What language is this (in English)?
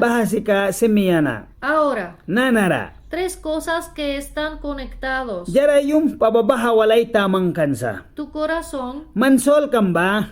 Mískito